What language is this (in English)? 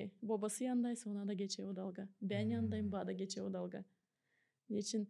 Gagauz